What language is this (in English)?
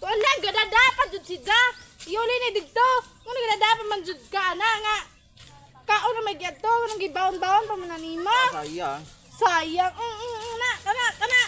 Cebuano